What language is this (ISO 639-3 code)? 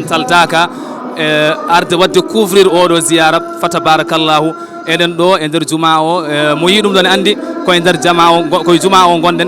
ful